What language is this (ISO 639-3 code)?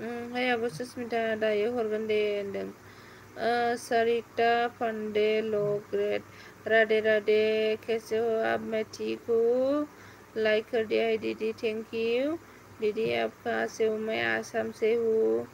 brx